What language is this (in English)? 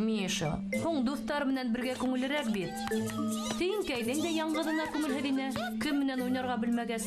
Bashkir